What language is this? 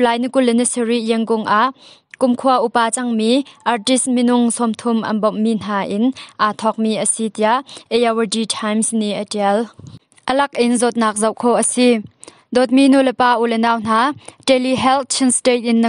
Hakha Chin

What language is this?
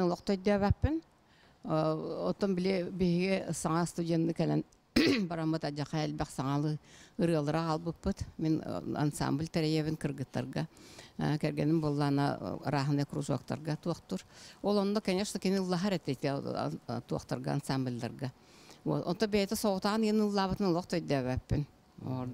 Yakut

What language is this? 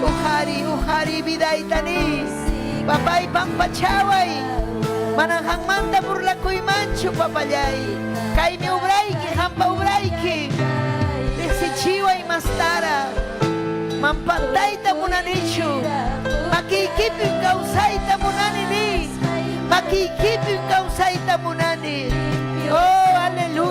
Ayacucho Quechua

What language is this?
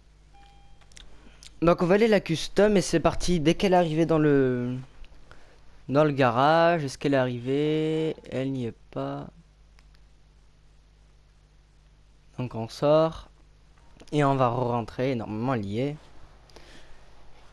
French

